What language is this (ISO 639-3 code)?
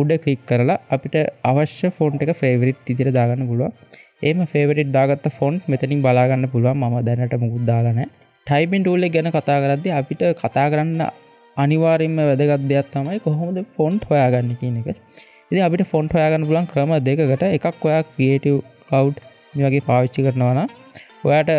sin